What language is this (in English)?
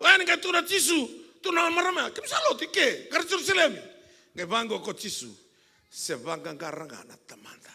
Fijian